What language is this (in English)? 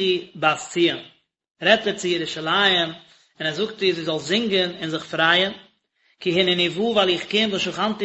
Yiddish